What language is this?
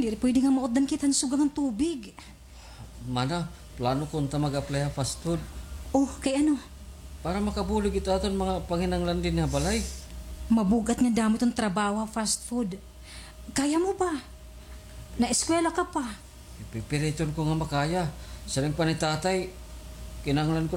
Waray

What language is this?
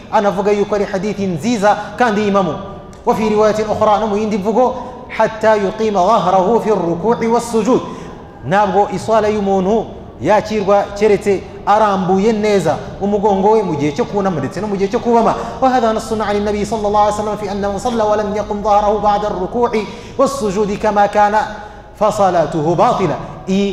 Kinyarwanda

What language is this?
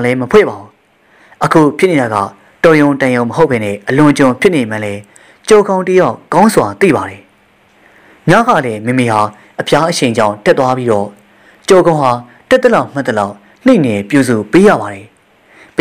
Burmese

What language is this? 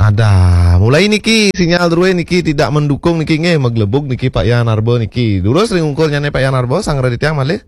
Balinese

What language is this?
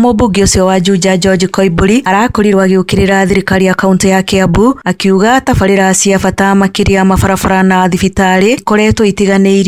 Kikuyu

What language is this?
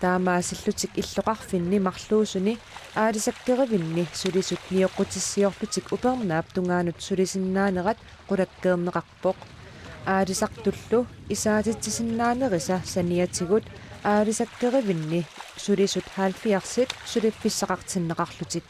Kalaallisut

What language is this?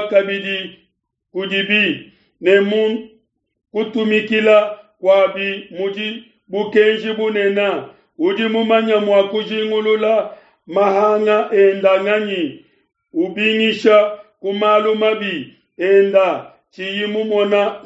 Luba-Lulua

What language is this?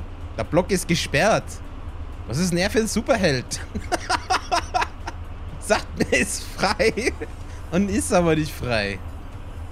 German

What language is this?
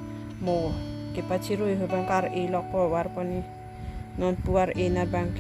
Karbi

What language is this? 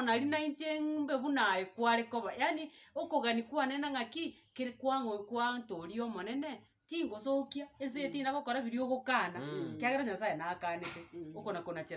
Gusii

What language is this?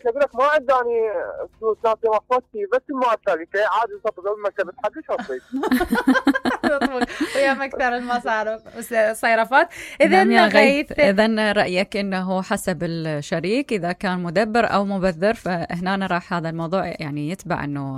Mesopotamian Arabic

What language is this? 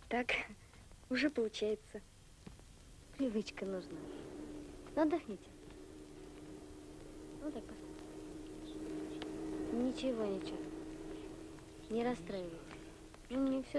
Russian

